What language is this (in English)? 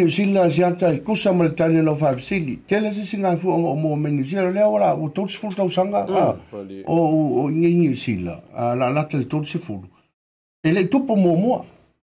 Samoan